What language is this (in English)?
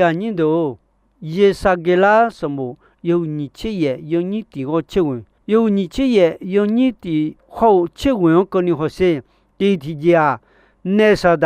Akha